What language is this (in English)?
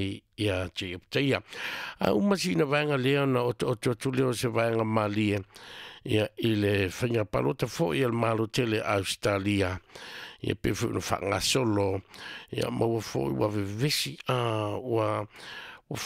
Samoan